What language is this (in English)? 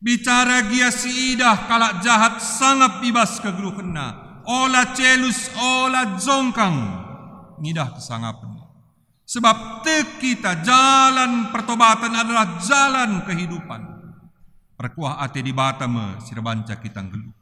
Batak Karo